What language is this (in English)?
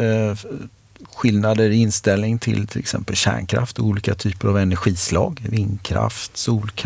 Swedish